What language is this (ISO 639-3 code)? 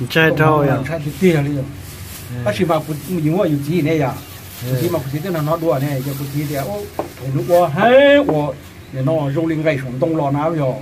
hmn